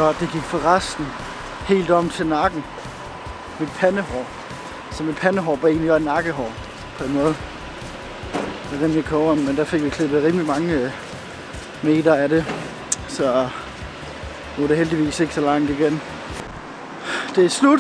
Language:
Danish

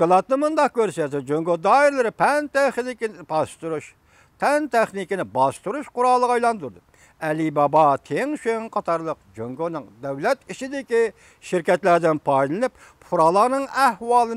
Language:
Uyghur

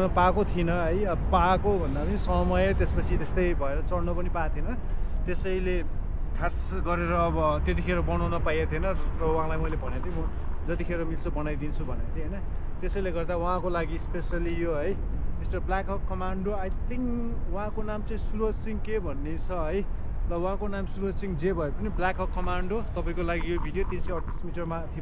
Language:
Nepali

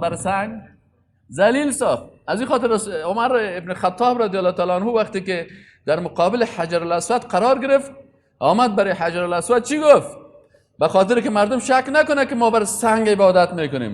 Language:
Persian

